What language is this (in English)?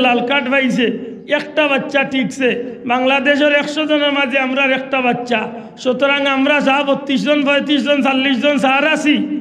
Sylheti